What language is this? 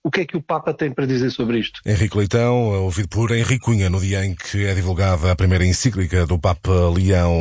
Portuguese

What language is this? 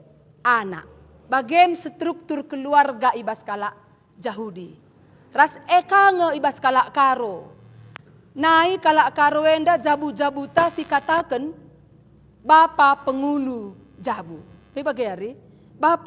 Batak Karo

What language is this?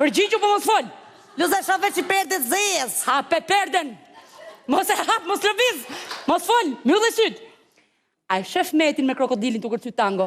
Albanian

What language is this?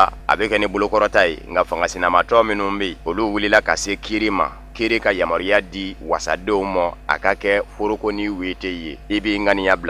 Bambara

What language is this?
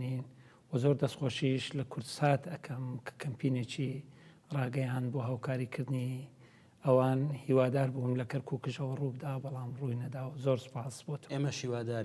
Central Kurdish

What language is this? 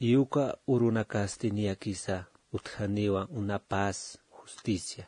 Aymara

